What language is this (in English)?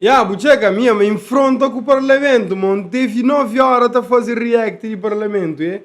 Kabuverdianu